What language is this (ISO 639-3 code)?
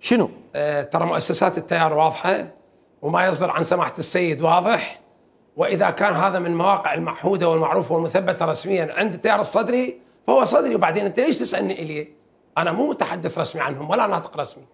acm